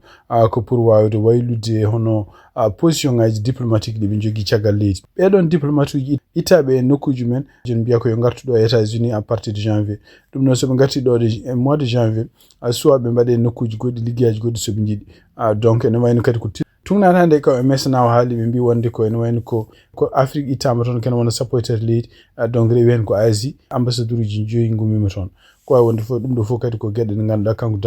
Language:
Fula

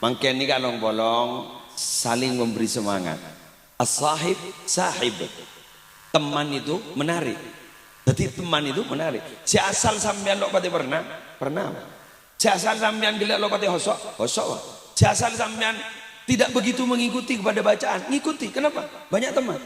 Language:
Madurese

